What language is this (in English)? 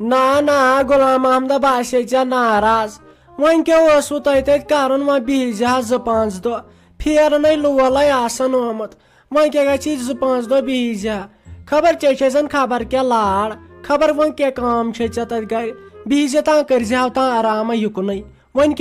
Kashmiri